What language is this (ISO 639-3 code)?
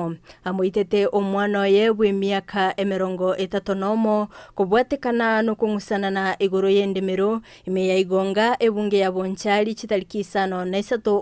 guz